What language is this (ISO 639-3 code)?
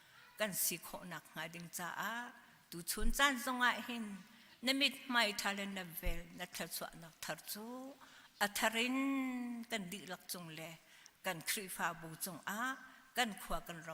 cnh